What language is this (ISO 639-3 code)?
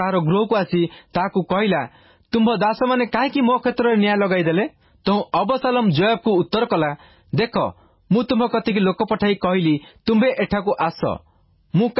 ori